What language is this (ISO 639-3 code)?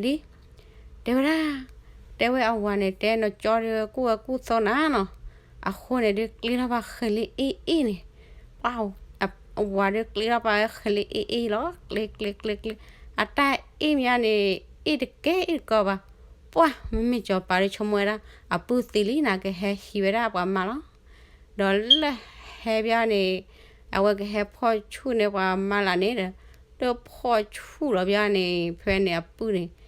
ksw